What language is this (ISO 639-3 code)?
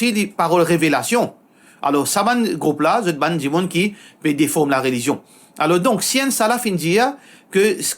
mfe